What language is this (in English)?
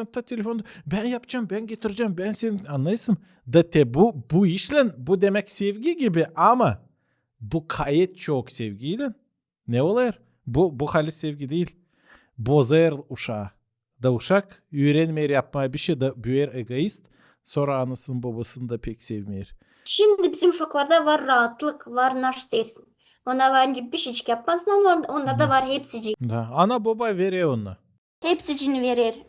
Gagauz